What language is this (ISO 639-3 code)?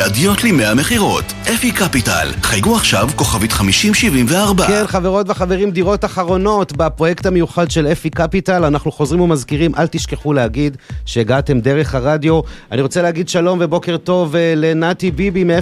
heb